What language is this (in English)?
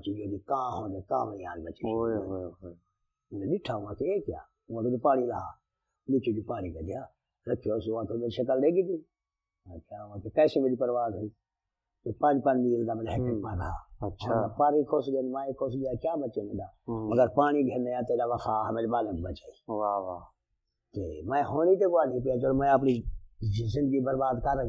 Saraiki